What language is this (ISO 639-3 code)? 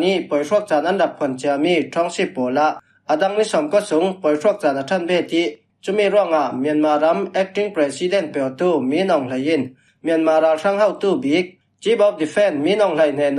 cfm